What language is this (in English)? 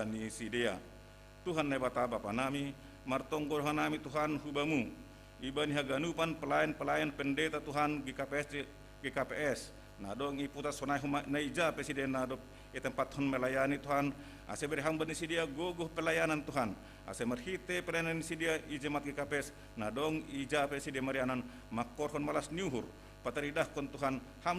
Batak Simalungun